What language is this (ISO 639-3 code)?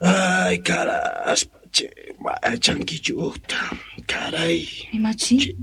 que